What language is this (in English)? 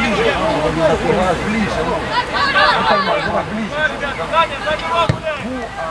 Russian